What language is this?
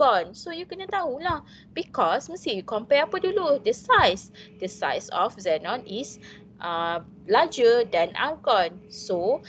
Malay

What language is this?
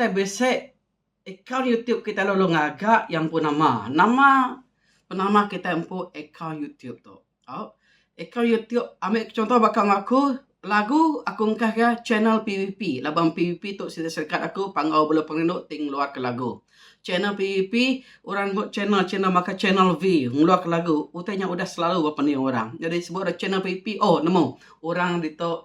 Iban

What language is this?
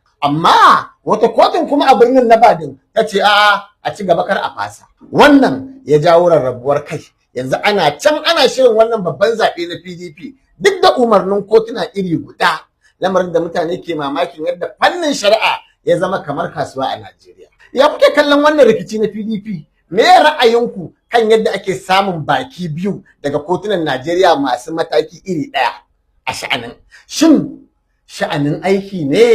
Hausa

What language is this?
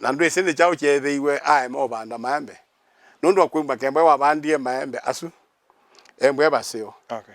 Kamba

